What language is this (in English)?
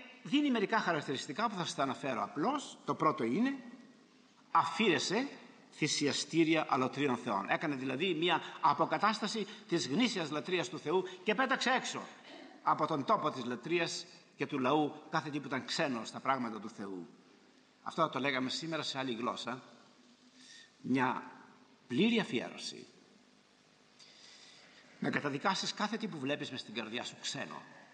Greek